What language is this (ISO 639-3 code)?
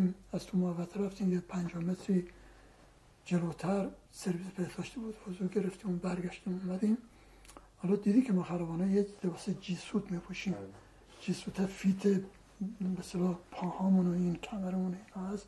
fas